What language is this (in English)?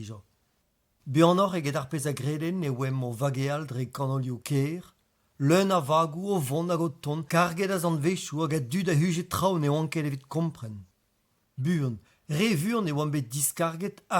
Breton